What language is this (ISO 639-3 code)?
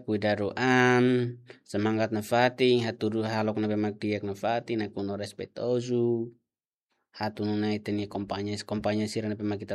tet